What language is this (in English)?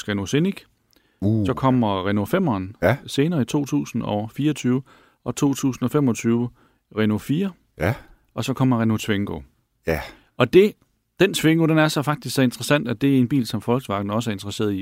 Danish